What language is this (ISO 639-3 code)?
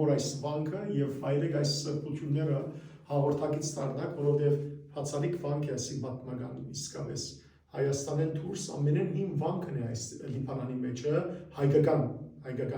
hyw